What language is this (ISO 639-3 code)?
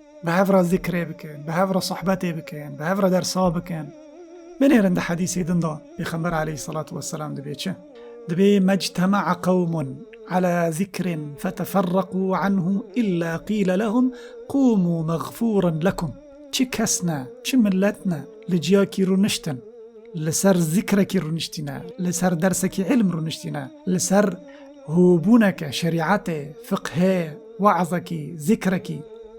kur